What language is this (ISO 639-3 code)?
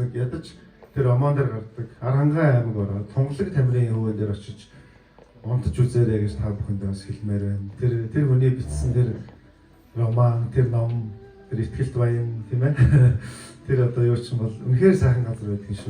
mon